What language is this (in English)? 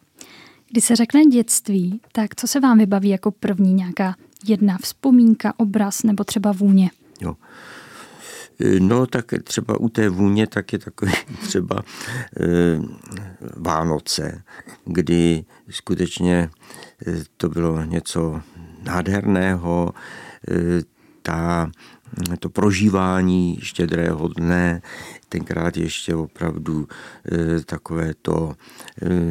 Czech